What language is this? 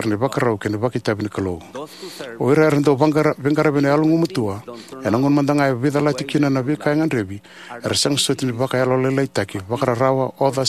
Fijian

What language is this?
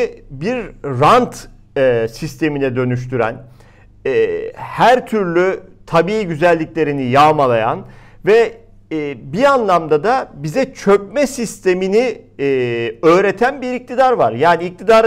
Turkish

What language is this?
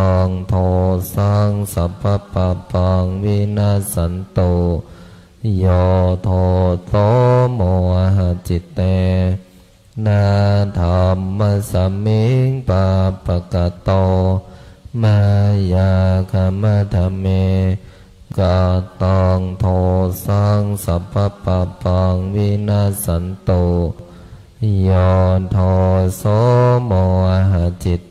Pali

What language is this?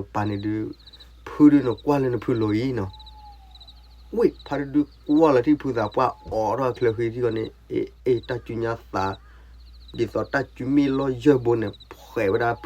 S'gaw Karen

